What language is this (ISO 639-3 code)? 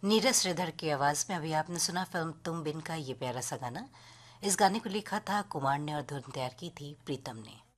hin